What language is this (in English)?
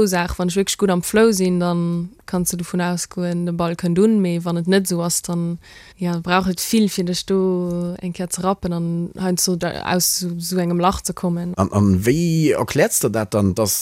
Luxembourgish